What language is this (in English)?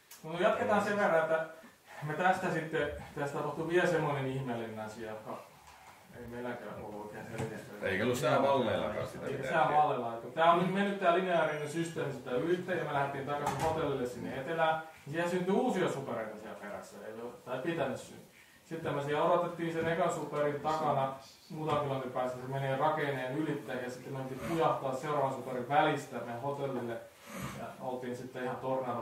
Finnish